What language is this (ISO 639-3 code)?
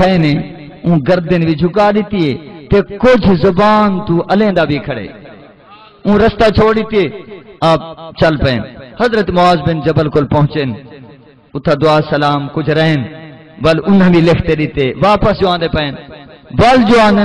skr